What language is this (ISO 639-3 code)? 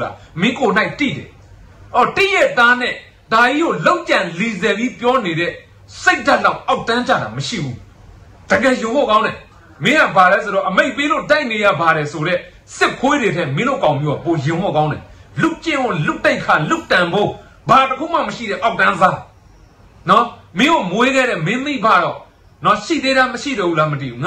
mya